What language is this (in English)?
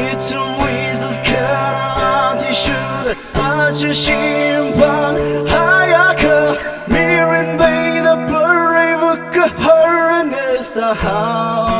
Tangkhul Naga (India)